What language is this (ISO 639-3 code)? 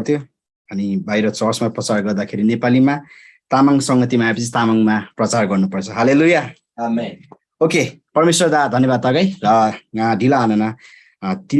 taj